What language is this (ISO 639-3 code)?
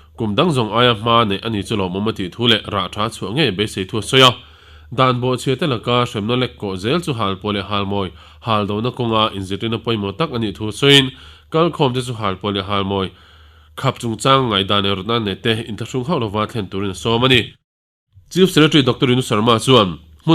lus